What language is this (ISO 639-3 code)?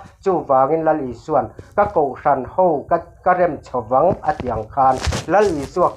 lus